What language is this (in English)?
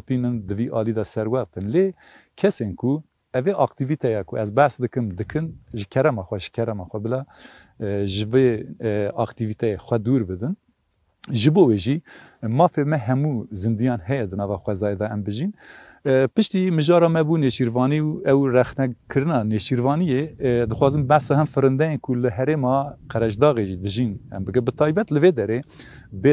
Kurdish